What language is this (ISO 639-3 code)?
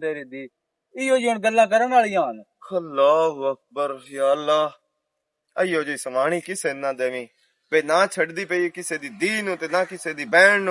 lah